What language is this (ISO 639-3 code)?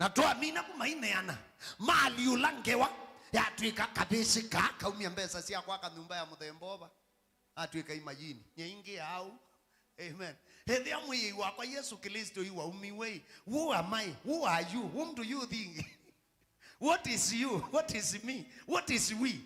kam